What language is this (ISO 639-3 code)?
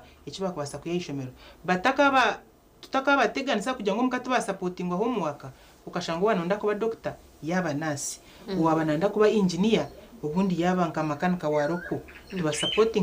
nyn